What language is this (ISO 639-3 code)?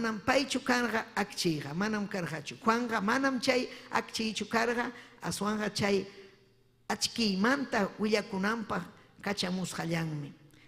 quy